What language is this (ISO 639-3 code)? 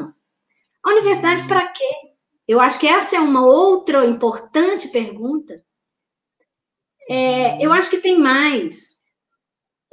por